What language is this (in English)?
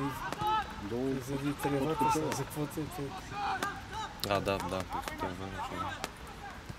Bulgarian